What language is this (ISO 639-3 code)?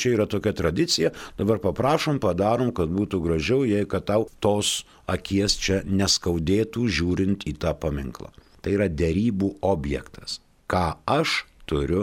lit